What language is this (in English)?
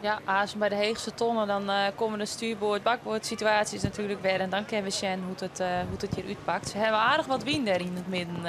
Western Frisian